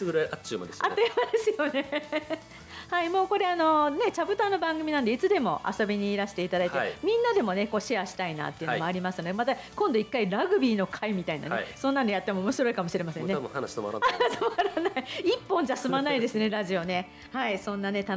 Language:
Japanese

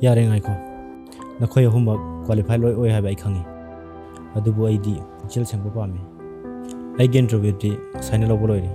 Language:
Manipuri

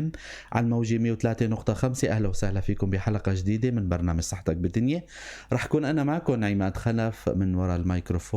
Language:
North Levantine Arabic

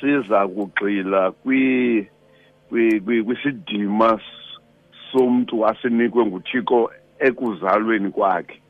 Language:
Xhosa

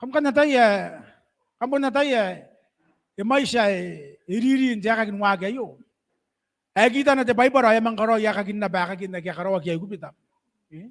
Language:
Gilbertese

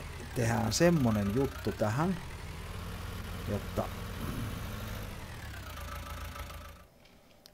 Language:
Finnish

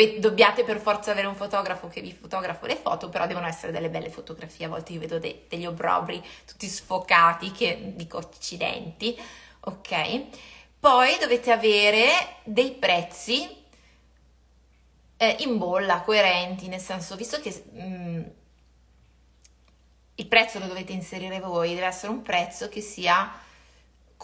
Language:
Italian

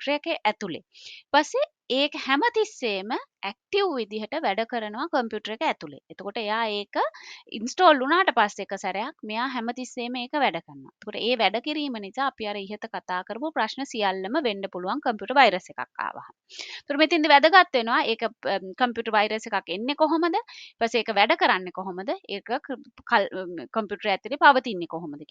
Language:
Sinhala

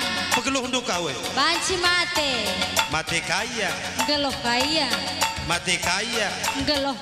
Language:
Batak Karo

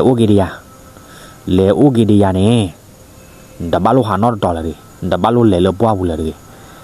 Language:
S'gaw Karen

